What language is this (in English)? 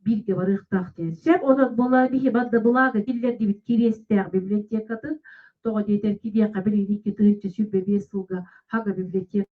Yakut